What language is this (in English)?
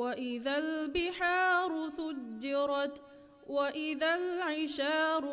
Divehi